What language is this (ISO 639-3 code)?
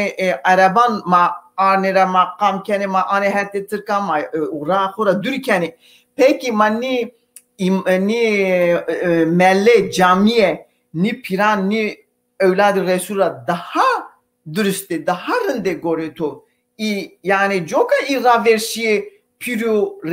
zza